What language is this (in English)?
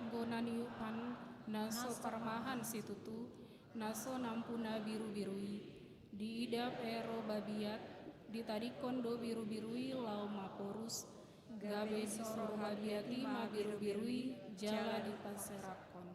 Batak Toba